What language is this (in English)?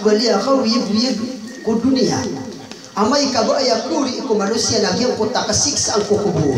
Maranao